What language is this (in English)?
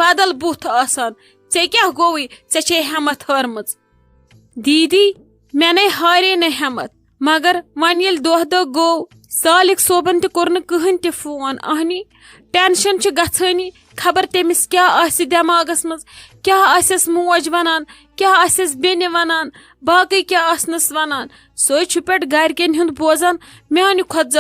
Kashmiri